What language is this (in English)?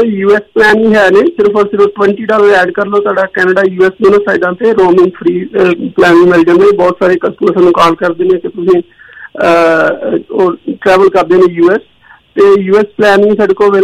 Punjabi